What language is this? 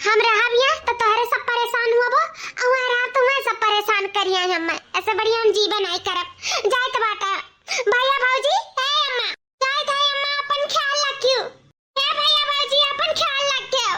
Awadhi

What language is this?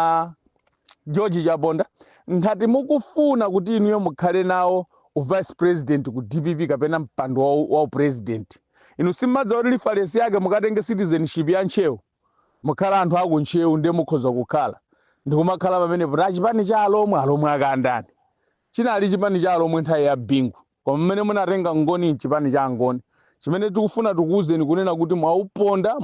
Nyanja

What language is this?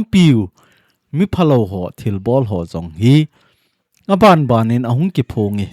Thado Chin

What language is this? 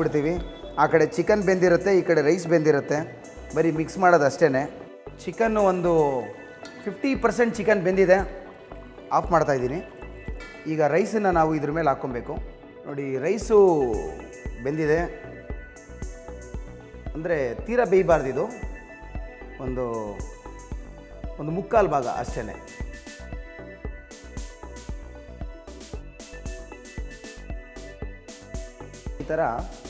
Kannada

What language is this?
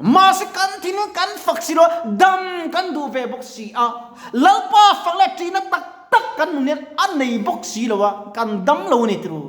Mizo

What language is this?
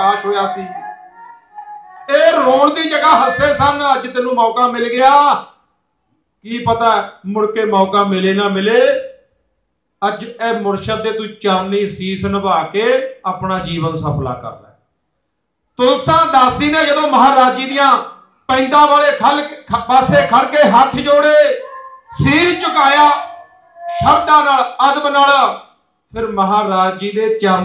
Punjabi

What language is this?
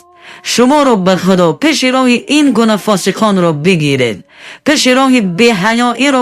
Tajik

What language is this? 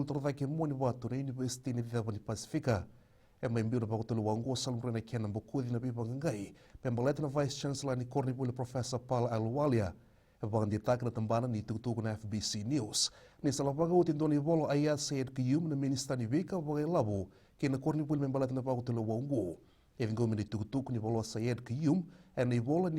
Fijian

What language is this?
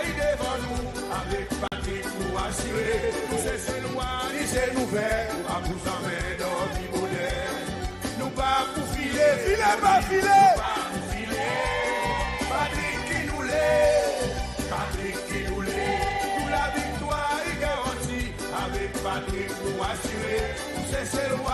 Seselwa Creole French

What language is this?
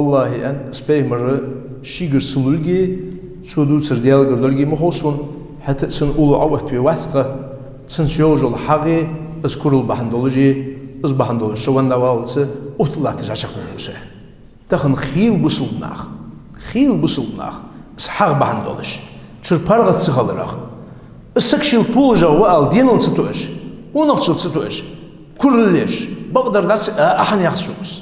Ingush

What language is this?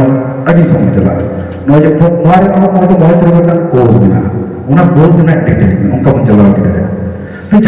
Santali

